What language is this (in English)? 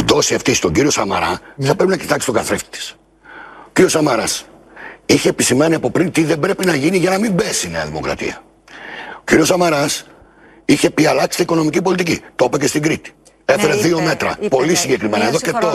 Greek